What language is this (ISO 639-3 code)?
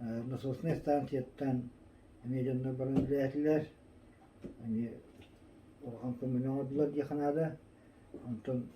sah